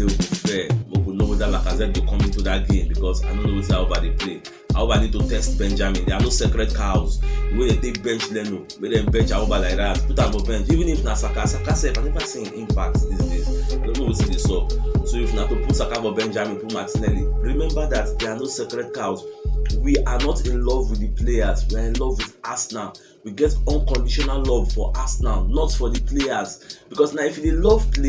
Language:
Nigerian Pidgin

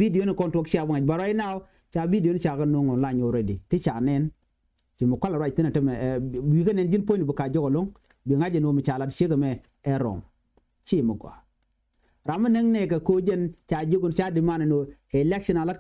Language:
Nuer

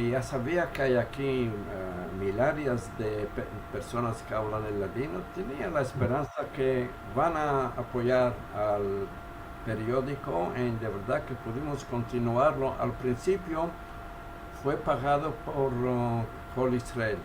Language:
Ladino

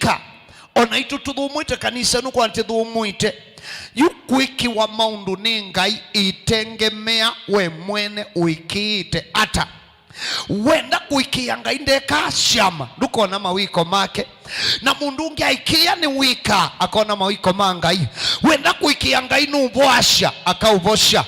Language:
Kamba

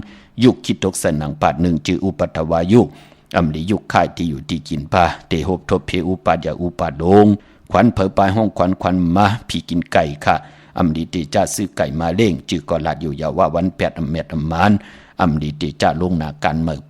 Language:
Shan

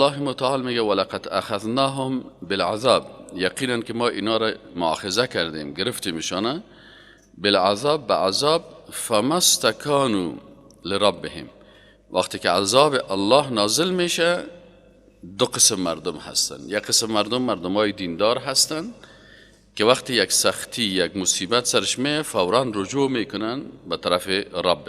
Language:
Persian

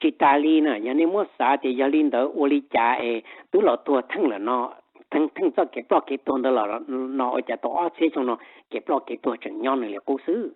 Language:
Hmong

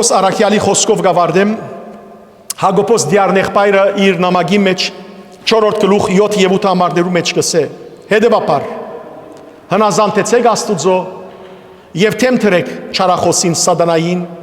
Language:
Western Armenian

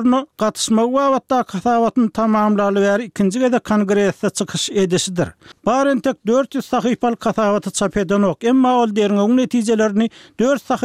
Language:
Turkmen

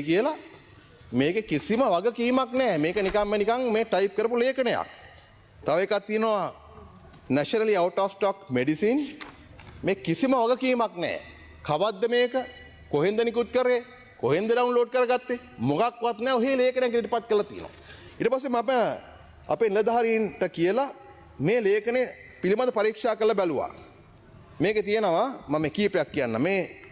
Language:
Sinhala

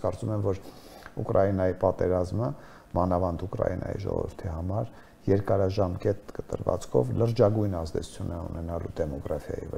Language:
Armenian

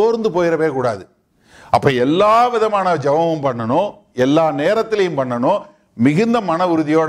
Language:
Tamil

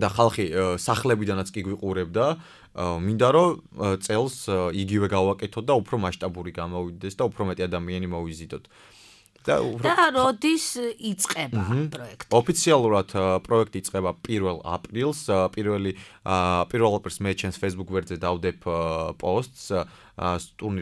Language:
Georgian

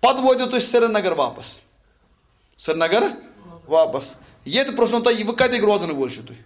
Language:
Kashmiri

